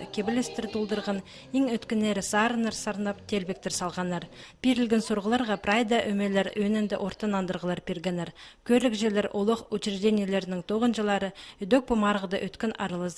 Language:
Khakas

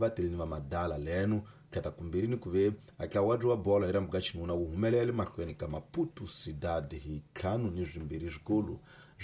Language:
Tsonga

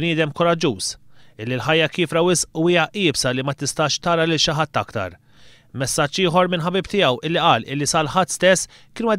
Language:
Maltese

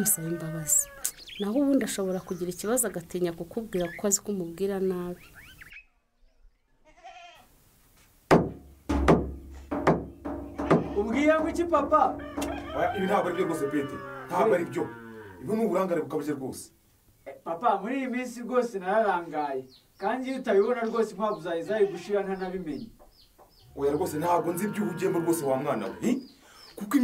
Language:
Kinyarwanda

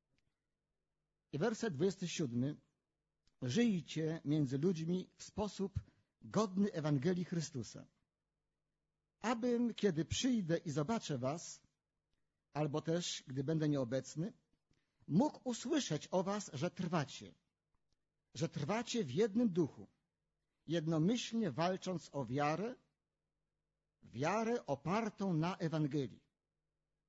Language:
Polish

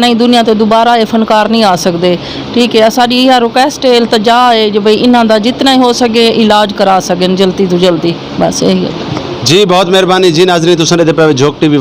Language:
Saraiki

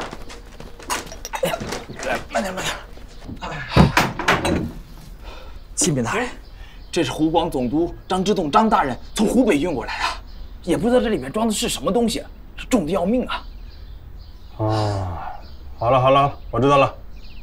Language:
Chinese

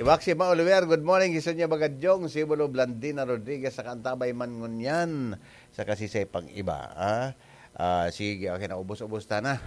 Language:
Bikol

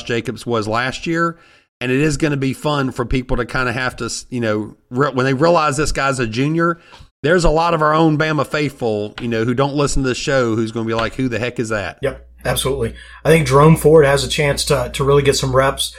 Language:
English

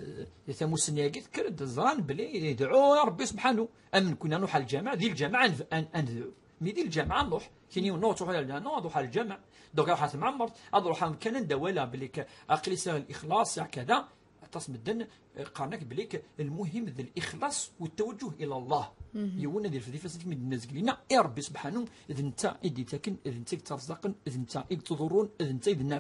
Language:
Kabyle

